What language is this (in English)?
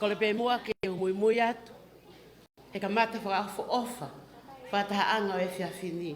Tongan